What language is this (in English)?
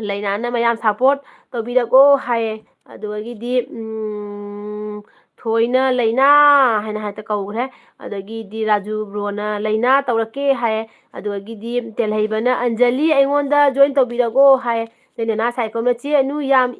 Manipuri